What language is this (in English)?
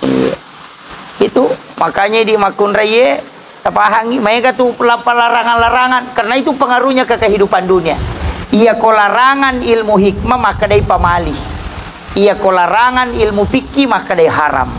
Buginese